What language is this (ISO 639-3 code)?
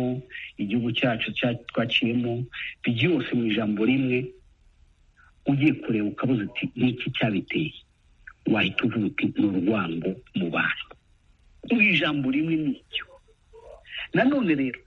kin